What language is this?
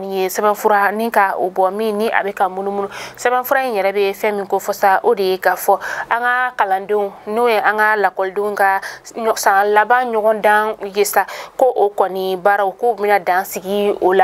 Bambara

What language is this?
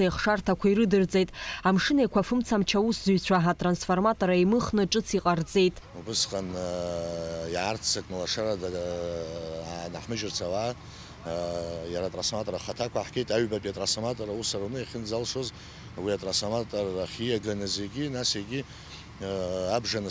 Abkhazian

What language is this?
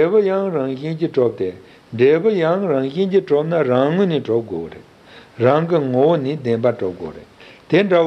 Tibetan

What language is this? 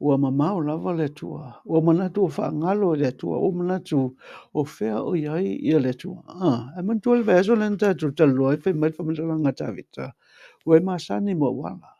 Samoan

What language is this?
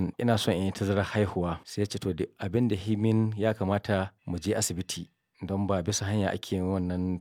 Hausa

